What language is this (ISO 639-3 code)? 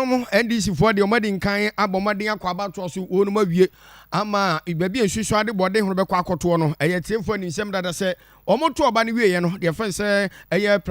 aka